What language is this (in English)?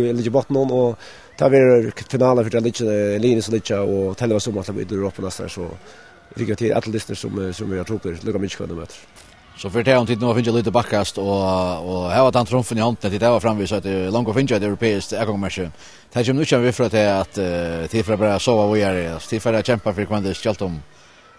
Faroese